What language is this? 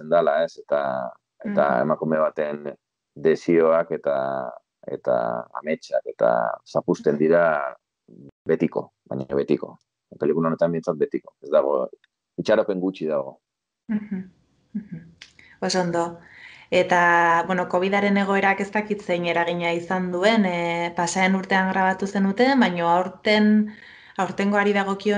Basque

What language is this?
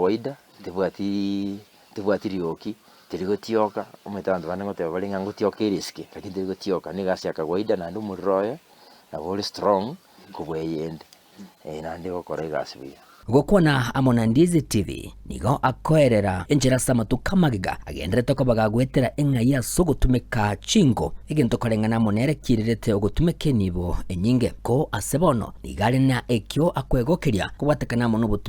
Gusii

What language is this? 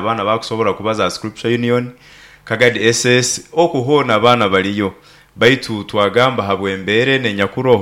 Nyoro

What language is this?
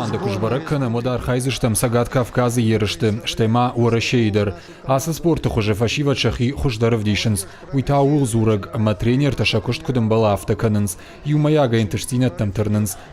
Ossetic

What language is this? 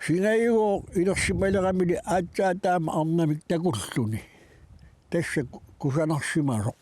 Kalaallisut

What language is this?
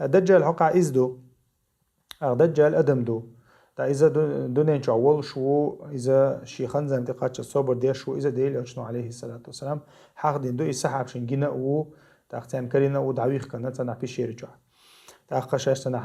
Chechen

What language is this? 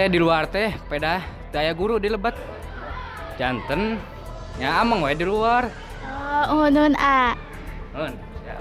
Sundanese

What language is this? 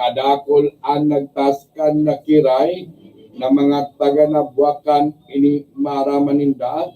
Bikol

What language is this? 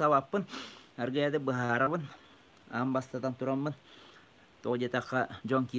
Yakut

